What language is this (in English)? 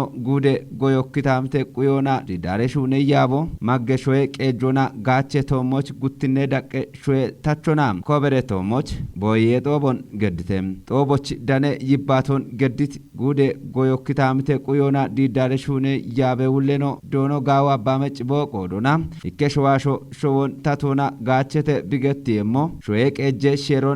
Kafa